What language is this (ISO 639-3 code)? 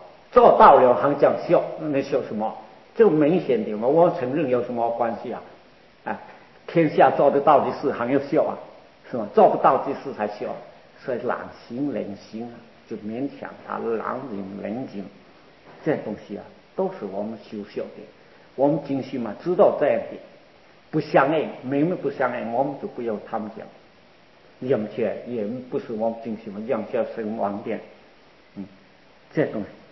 zho